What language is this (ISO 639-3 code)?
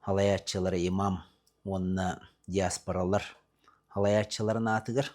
sah